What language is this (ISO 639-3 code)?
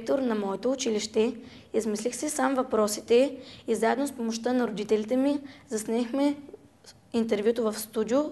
bul